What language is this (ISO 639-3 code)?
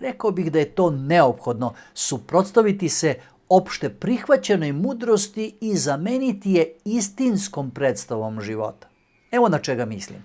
mkd